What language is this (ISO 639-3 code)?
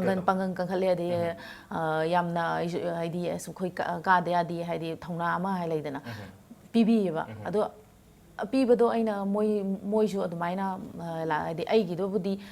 mni